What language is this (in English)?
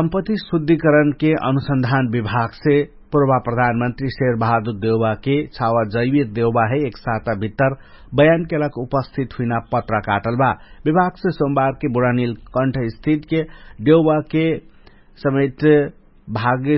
Dangaura Tharu